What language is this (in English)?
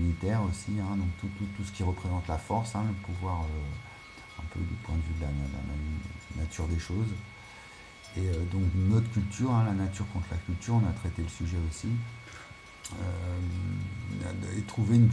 French